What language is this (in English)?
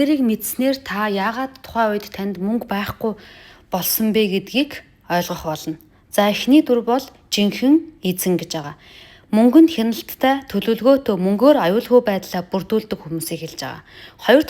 Mongolian